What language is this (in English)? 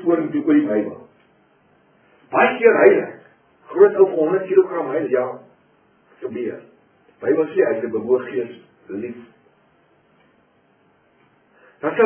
Afrikaans